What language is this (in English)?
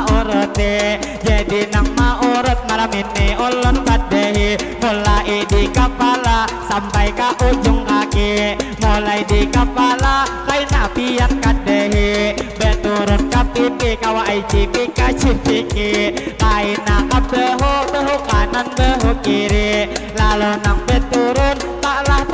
Banjar